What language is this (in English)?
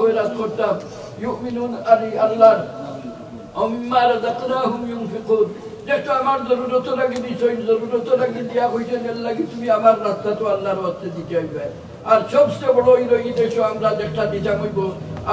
Sylheti